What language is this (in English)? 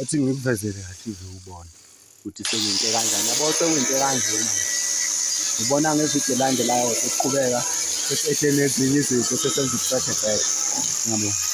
Zulu